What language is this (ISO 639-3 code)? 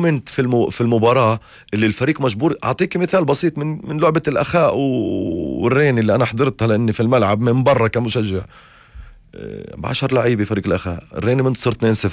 apc